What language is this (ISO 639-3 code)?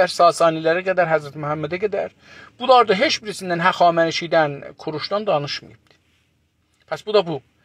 azb